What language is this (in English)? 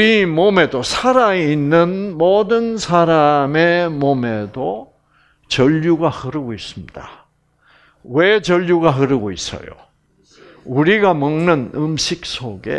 Korean